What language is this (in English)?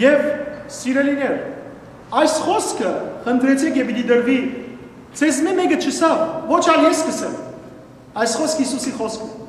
Western Armenian